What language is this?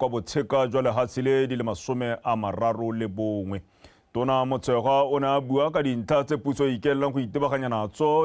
Tswana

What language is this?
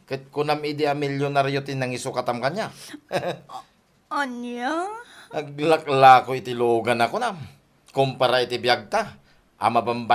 Iloko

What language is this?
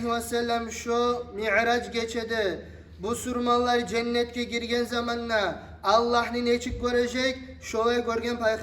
Kumyk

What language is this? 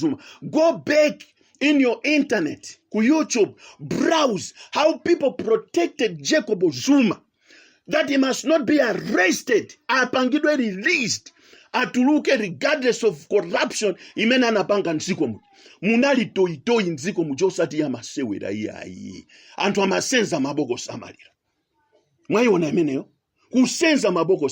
Nyanja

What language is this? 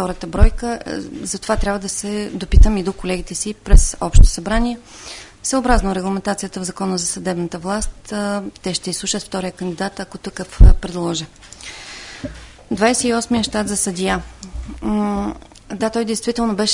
Bulgarian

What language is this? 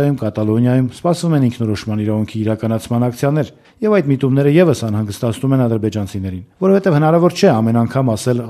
Armenian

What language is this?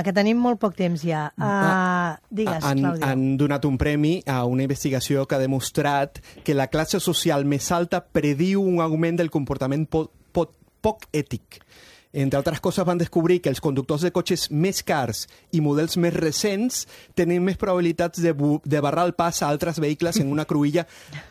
Catalan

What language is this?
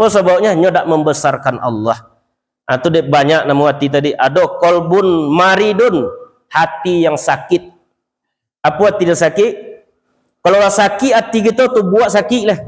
Minangkabau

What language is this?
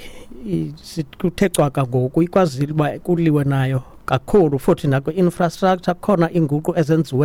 Xhosa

